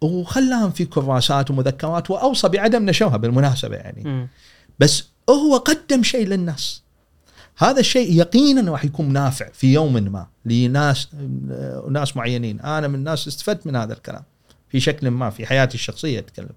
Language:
Gulf Arabic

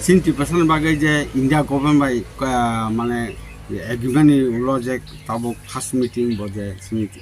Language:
Kok Borok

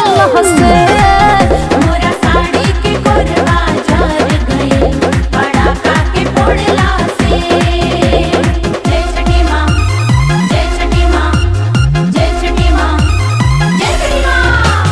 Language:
Bhojpuri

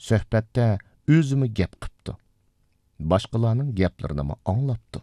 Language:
Uyghur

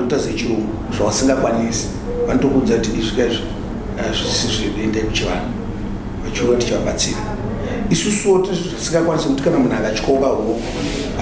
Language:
Shona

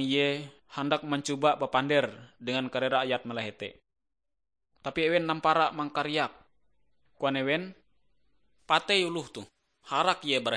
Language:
Ngaju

